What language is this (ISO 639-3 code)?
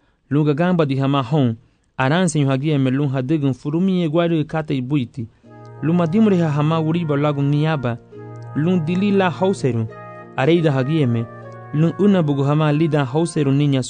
cab